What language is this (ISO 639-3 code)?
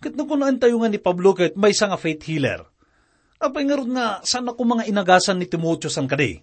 ilo